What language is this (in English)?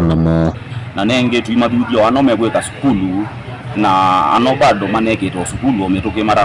Kamba